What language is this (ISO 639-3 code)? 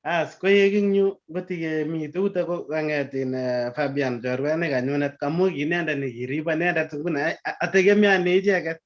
kln